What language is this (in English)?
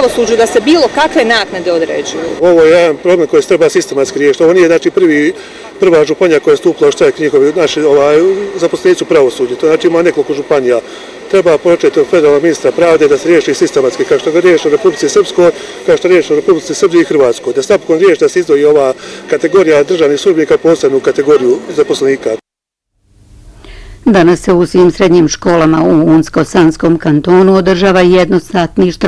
Bosnian